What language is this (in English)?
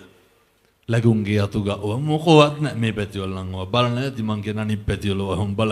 Sinhala